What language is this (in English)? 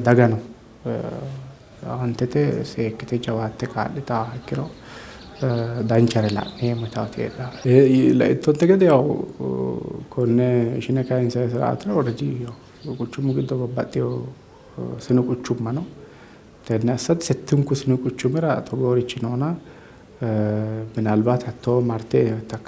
Sidamo